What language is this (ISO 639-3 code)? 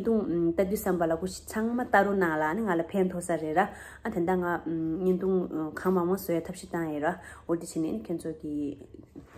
bod